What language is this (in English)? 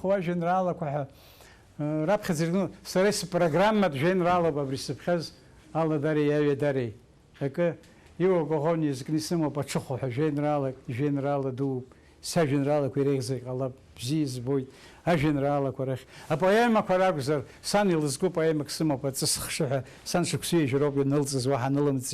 Abkhazian